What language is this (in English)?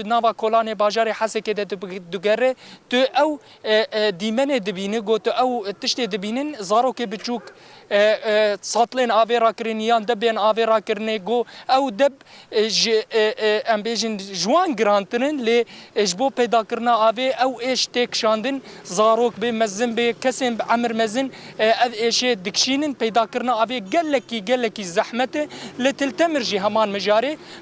Kurdish